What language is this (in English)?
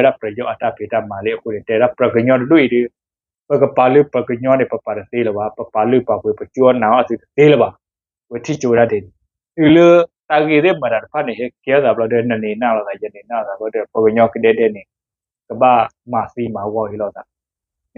S'gaw Karen